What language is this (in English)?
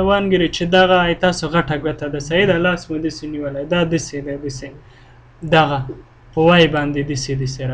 Pashto